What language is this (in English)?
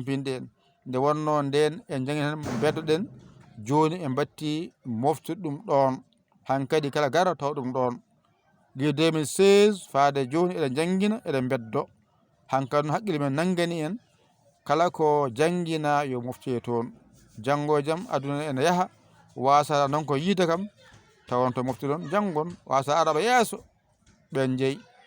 Fula